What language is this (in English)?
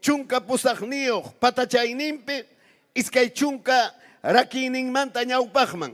Ayacucho Quechua